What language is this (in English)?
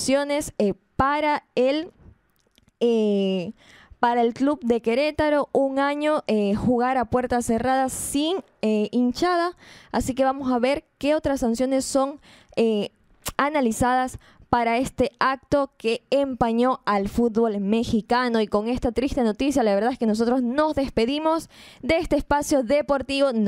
Spanish